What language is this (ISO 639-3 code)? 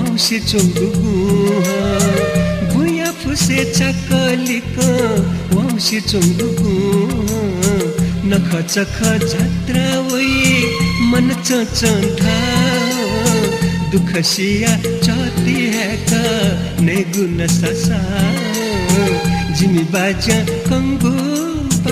new